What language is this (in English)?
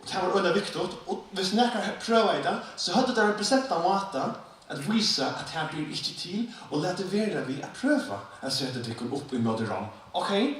Faroese